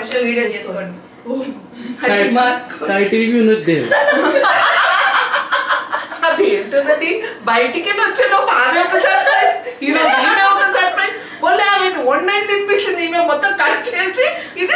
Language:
Telugu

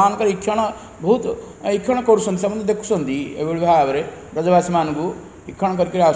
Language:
Odia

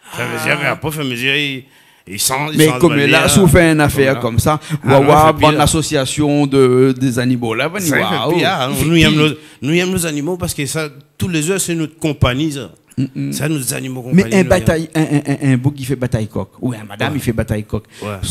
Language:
Réunion Creole French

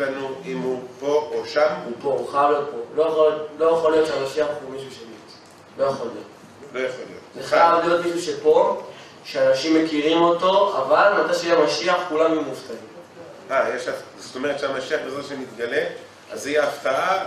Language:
Hebrew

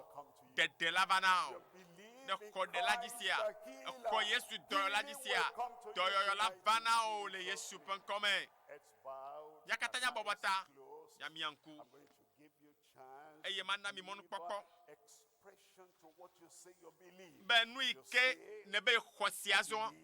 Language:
Ewe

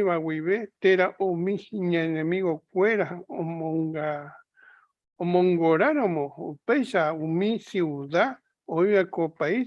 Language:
Guarani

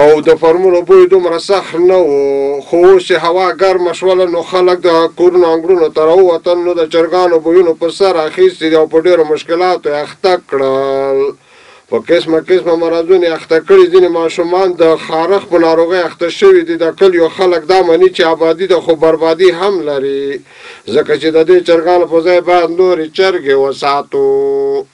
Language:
Pashto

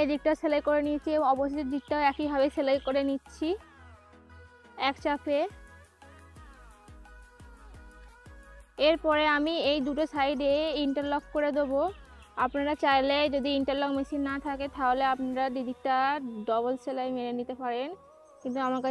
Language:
Bangla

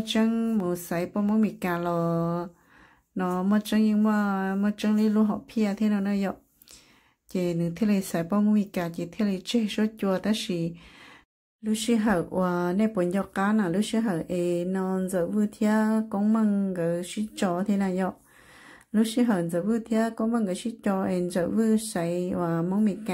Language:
Hmong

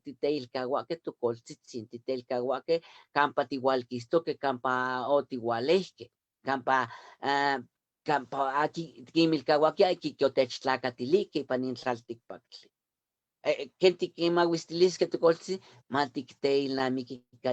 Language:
Eastern Huasteca Nahuatl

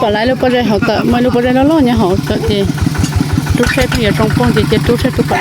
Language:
Hmong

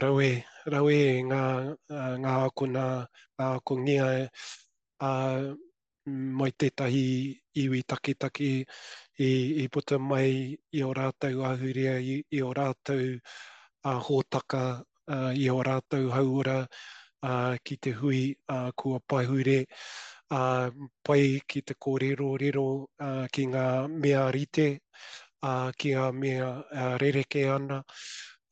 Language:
Māori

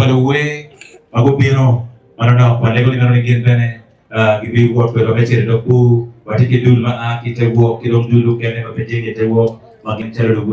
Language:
Acoli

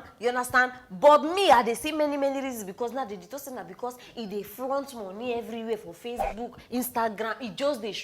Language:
Nigerian Pidgin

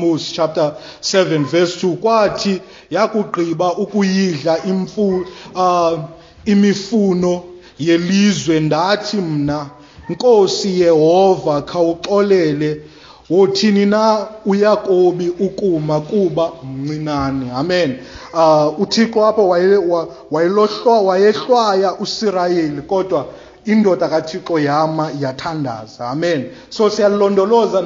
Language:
Xhosa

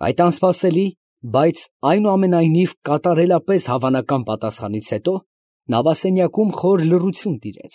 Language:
Armenian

